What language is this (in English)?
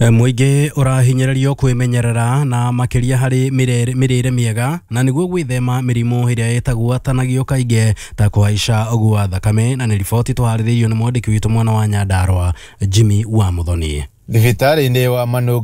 Kikuyu